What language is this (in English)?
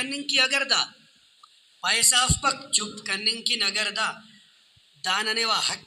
Brahui